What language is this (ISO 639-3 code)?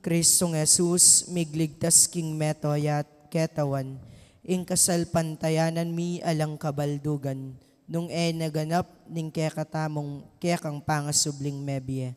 pam